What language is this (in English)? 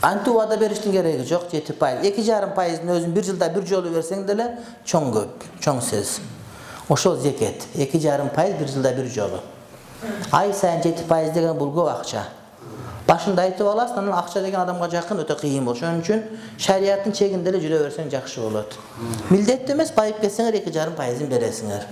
Kyrgyz